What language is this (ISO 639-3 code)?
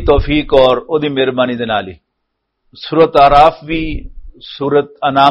lah